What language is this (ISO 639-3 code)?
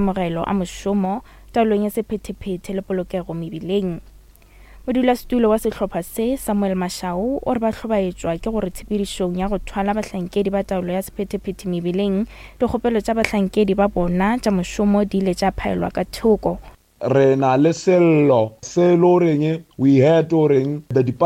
nso